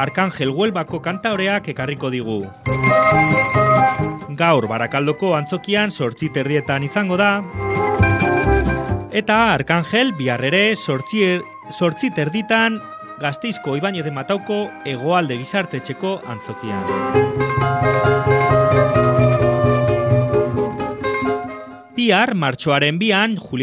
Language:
Basque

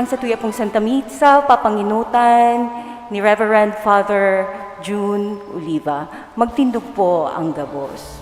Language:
Bikol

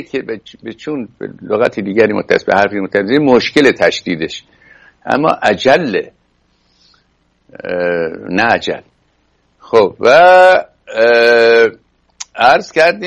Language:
Persian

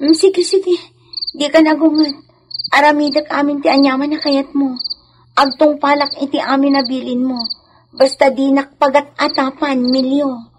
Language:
Iloko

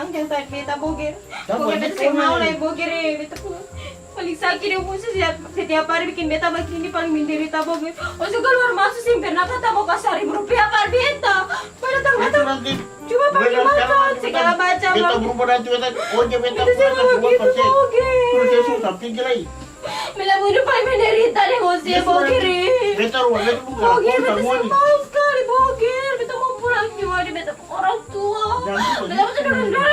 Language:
Ambonese Malay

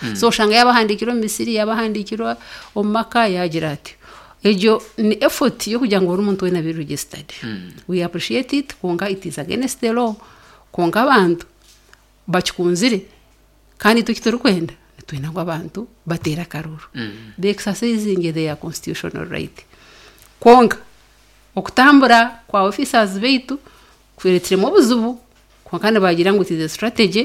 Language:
Nyankole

